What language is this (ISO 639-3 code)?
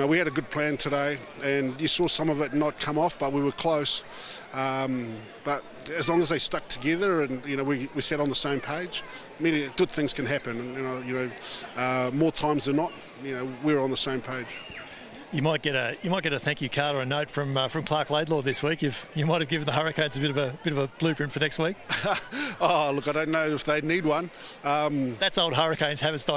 eng